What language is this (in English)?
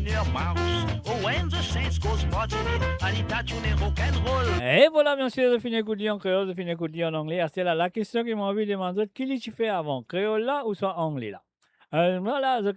Morisyen